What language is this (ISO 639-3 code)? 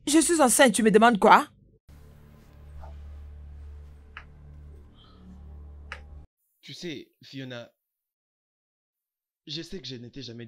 fra